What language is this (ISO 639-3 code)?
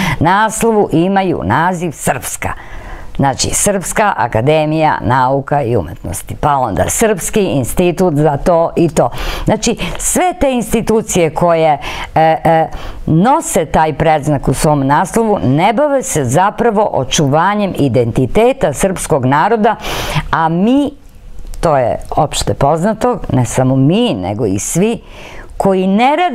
srp